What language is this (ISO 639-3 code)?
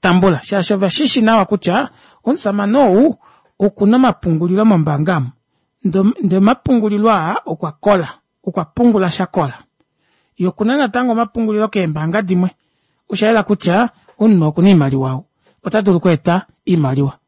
kua